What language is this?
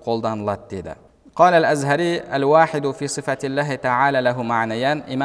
Kazakh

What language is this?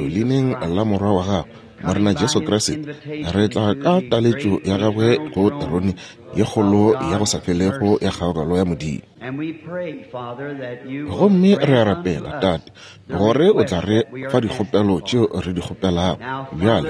Northern Sotho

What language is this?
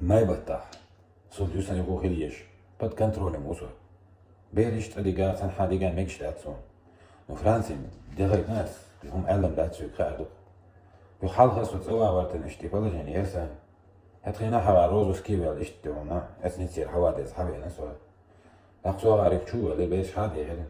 Chechen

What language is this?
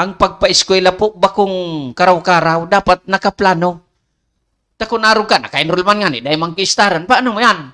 Bikol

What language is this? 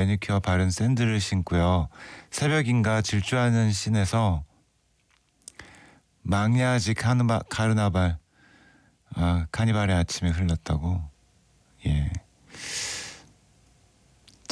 Korean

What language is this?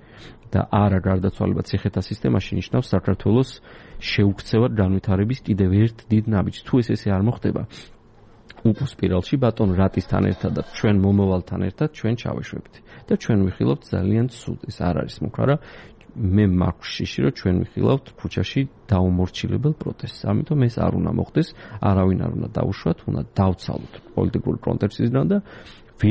Georgian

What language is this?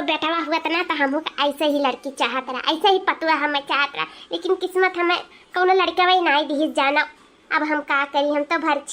Awadhi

